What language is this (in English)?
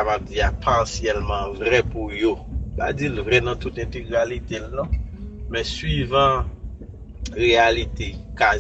Haitian Creole